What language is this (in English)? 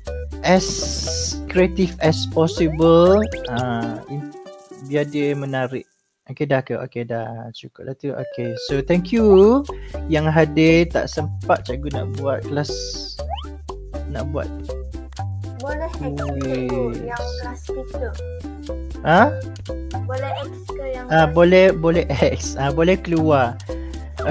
Malay